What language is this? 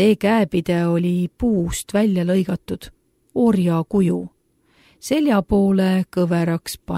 Estonian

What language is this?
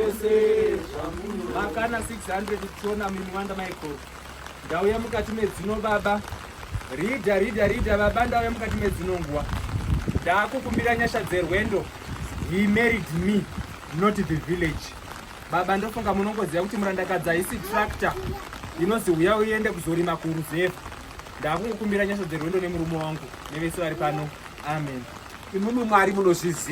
Shona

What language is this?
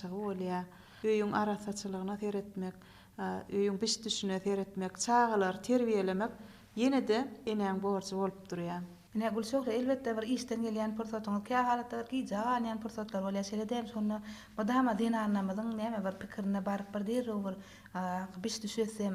Turkmen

